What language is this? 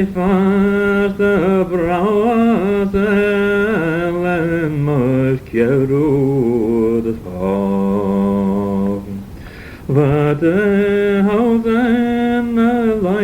Manx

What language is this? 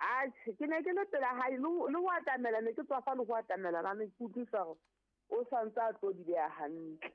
Southern Sotho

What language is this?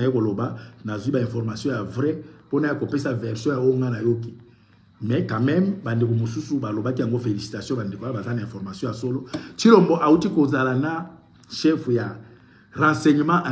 Lingala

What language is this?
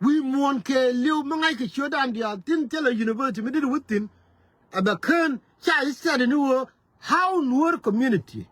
Nuer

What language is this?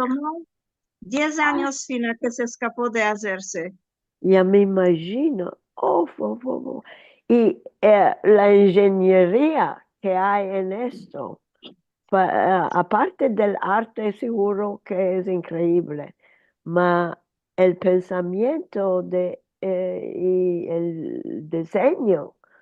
Ladino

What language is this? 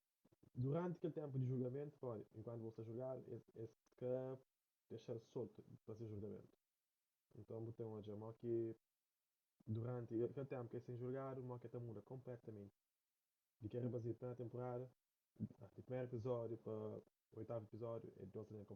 Kabuverdianu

